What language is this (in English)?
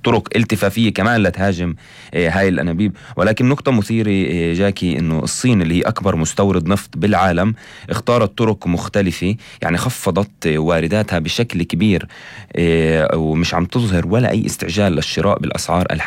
North Levantine Arabic